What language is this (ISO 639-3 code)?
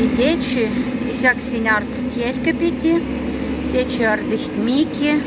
mdf